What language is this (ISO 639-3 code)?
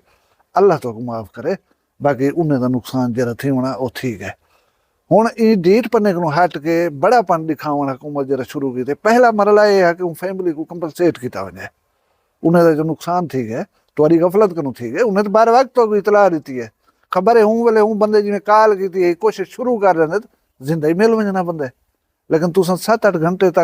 skr